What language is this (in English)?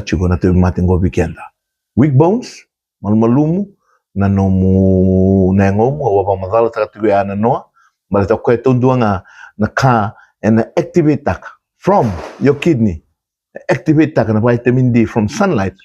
Fijian